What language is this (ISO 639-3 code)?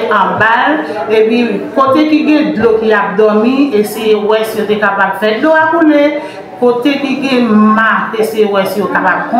hat